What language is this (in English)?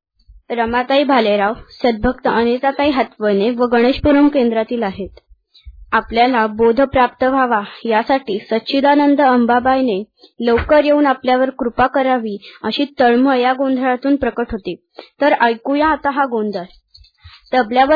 Marathi